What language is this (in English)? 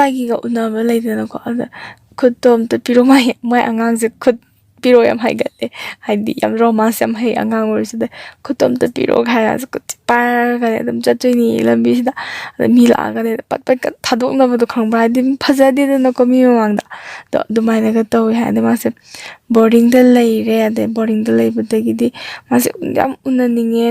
Manipuri